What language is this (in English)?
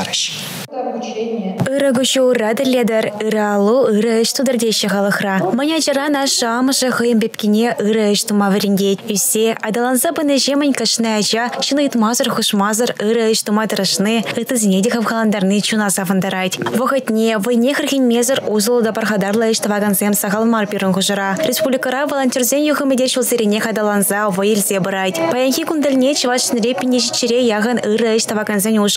Chuvash